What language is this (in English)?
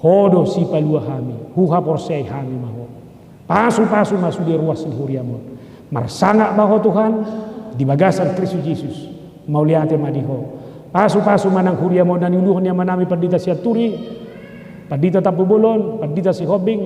Batak Toba